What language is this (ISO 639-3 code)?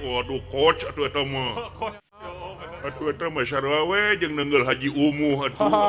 sun